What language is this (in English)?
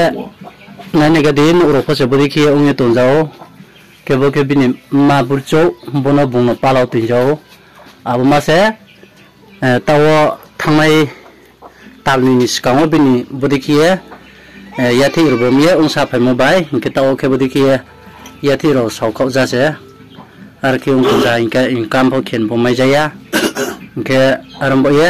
Riang (India)